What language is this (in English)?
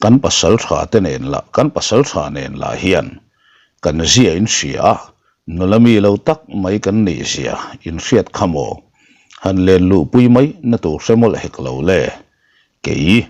Mizo